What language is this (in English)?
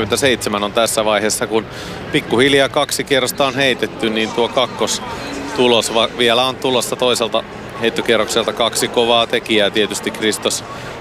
Finnish